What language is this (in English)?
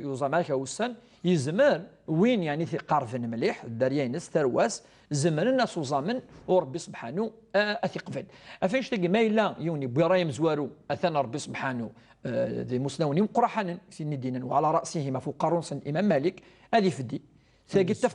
Kabyle